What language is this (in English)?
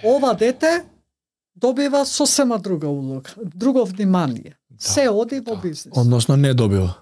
Macedonian